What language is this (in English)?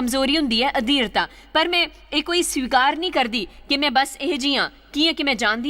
Dogri